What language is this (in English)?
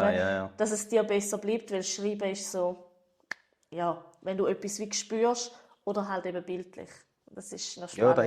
Swiss German